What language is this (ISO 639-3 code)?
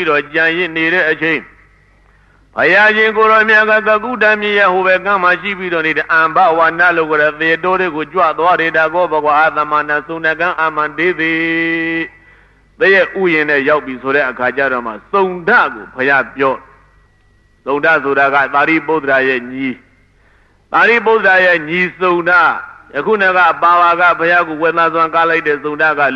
mya